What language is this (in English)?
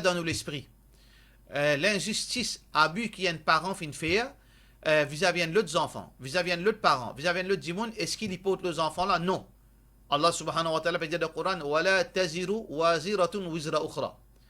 Morisyen